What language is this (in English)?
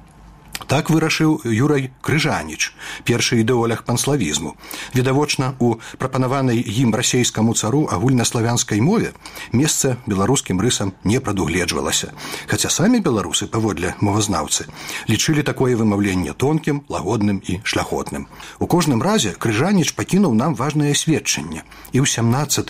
Belarusian